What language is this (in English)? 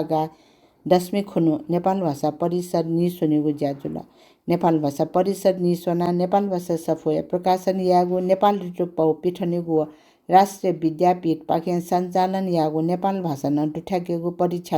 Newari